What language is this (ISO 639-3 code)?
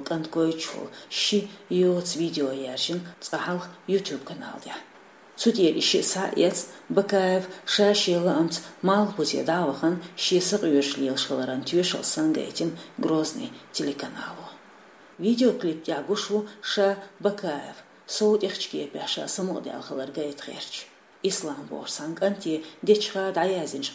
che